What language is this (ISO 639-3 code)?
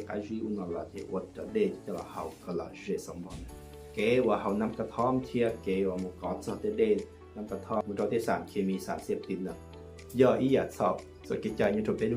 hmn